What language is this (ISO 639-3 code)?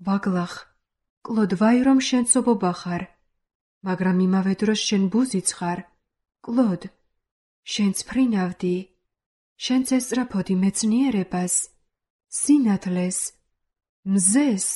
kat